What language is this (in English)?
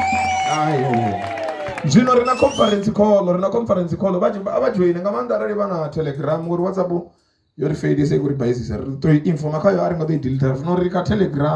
Venda